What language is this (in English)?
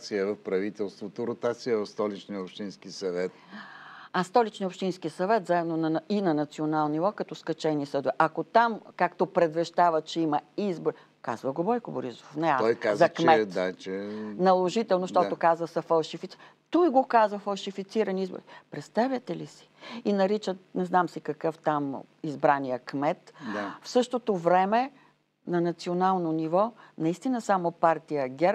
Bulgarian